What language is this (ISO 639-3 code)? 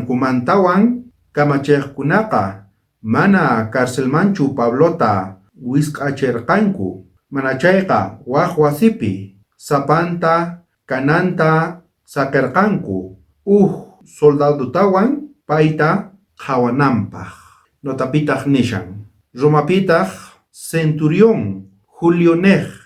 quh